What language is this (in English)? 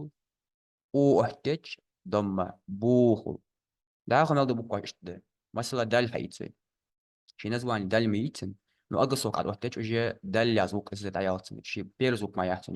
Ingush